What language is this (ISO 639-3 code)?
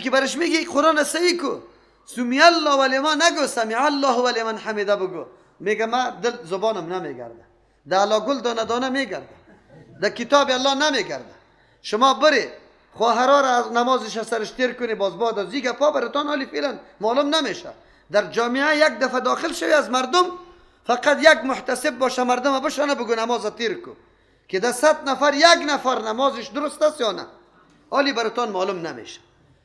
fas